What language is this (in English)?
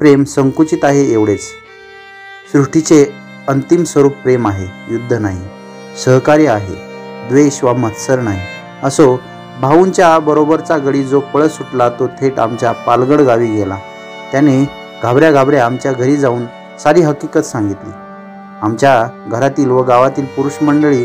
Marathi